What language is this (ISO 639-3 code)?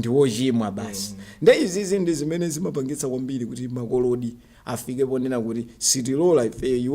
nya